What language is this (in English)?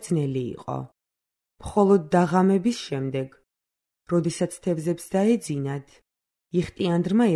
Georgian